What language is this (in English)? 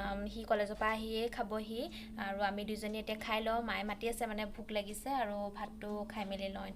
Assamese